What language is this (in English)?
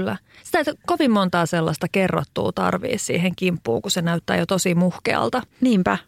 Finnish